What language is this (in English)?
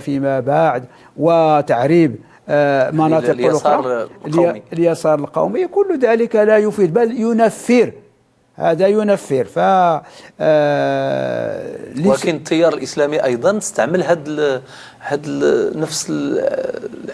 Moroccan Arabic